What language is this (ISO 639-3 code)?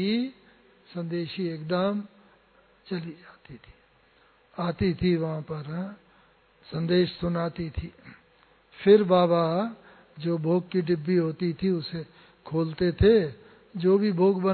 hin